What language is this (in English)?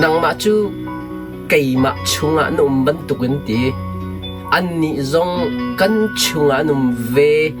Hakha Chin